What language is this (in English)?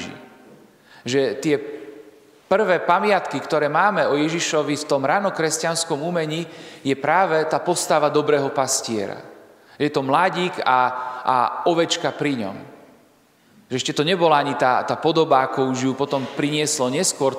Slovak